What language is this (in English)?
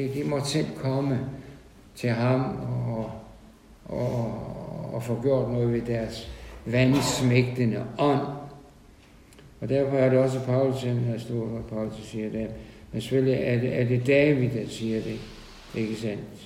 Danish